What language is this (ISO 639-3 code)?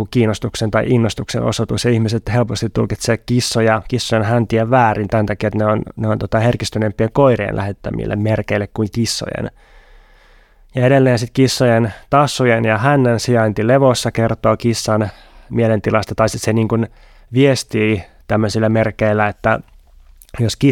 fin